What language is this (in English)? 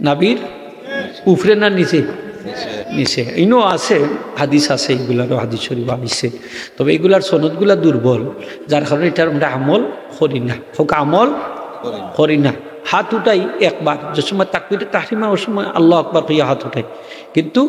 Sylheti